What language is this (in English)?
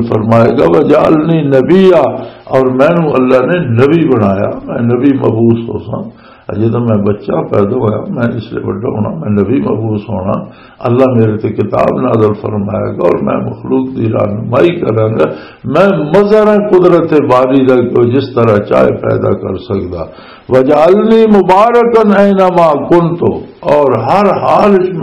Western Panjabi